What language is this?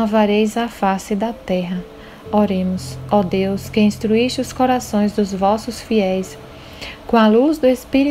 Portuguese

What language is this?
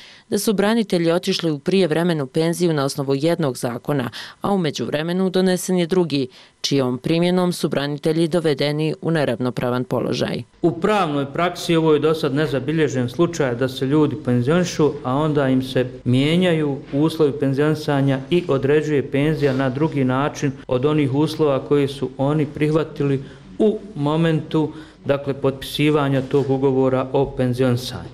Croatian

